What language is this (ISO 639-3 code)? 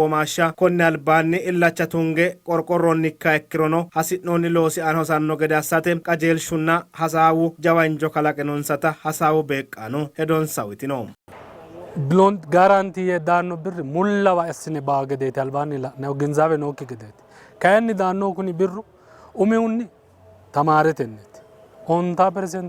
sid